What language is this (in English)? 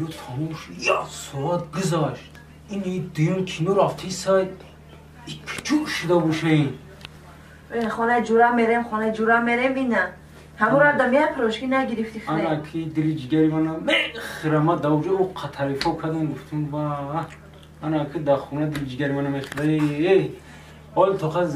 Tajik